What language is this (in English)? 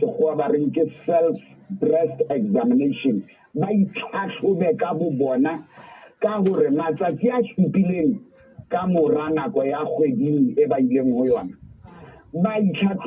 Southern Sotho